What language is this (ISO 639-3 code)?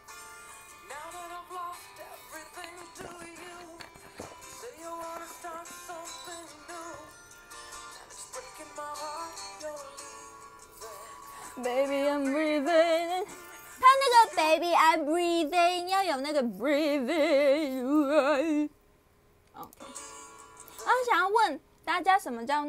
zho